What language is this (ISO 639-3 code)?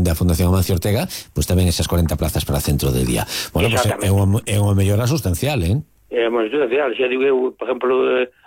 glg